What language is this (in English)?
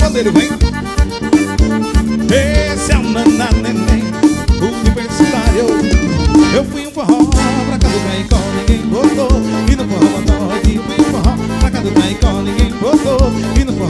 Portuguese